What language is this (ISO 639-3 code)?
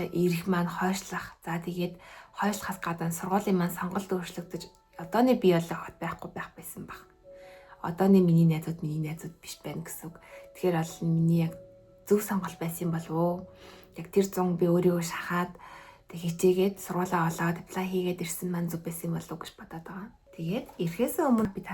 mon